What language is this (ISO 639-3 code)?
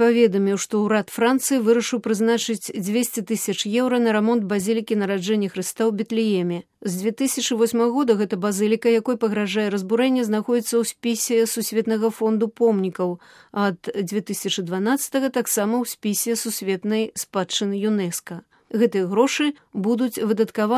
bel